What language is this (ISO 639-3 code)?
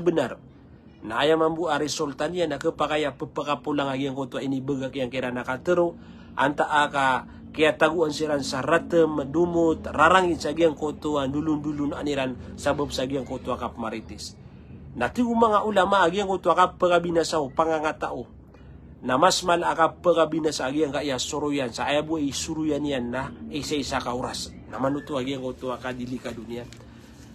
mrw